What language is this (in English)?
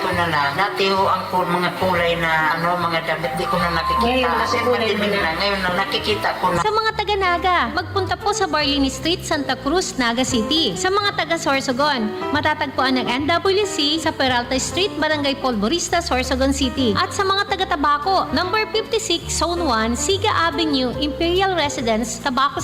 Bikol